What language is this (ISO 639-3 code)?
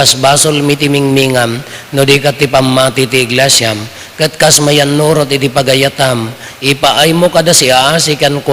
ilo